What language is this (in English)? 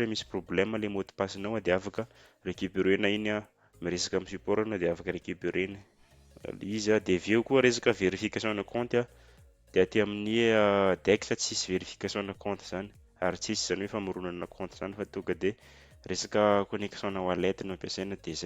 Malagasy